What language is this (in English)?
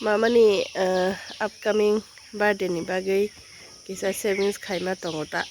Kok Borok